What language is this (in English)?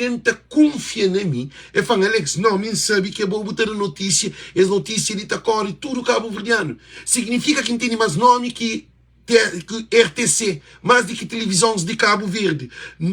Kabuverdianu